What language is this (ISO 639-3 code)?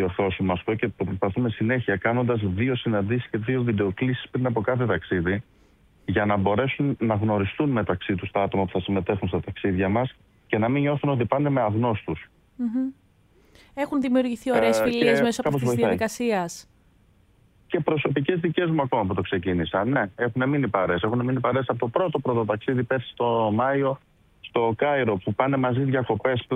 ell